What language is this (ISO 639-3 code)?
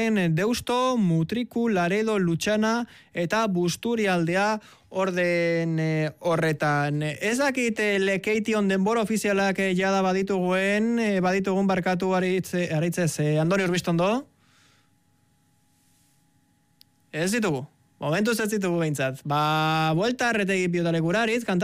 eus